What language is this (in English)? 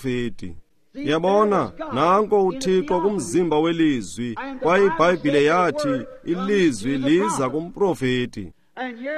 Xhosa